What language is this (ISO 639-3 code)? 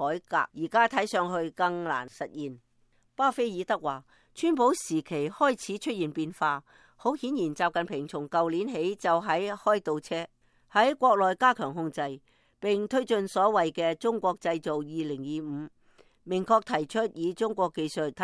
yue